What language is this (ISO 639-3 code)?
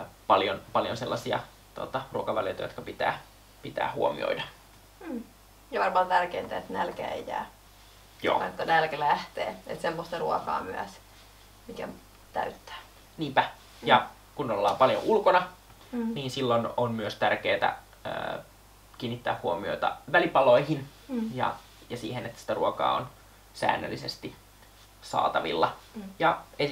fin